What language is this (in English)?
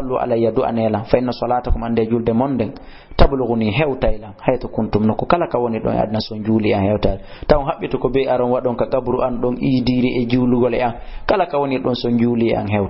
Fula